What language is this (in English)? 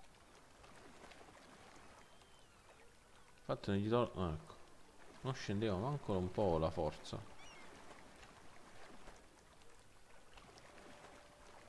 Italian